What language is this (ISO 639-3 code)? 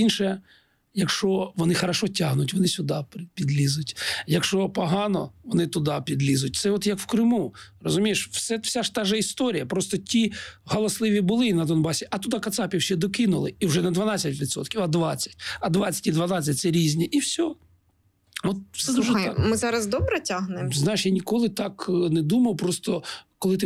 ukr